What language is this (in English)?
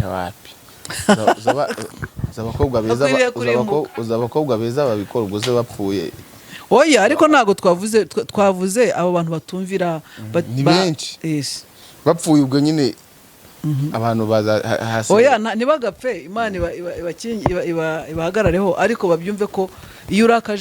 Kinyarwanda